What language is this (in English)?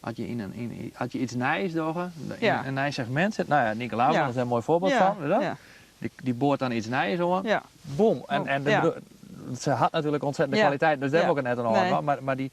Western Frisian